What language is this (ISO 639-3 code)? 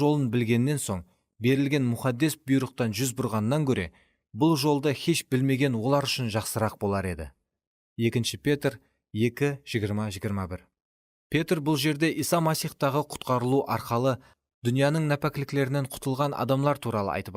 kaa